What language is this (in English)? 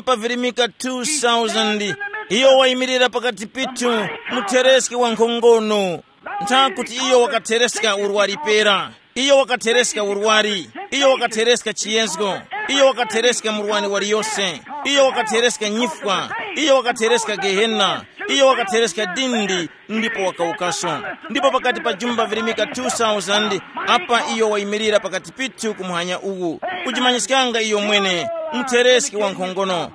Tumbuka